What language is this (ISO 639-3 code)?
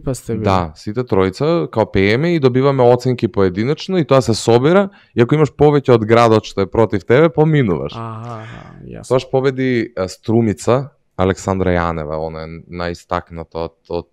mkd